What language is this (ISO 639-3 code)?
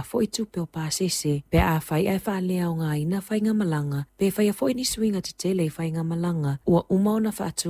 smo